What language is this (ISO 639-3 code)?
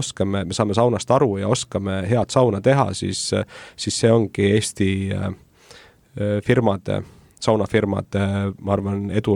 est